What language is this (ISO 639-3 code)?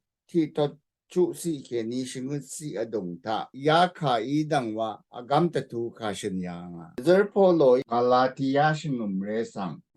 raw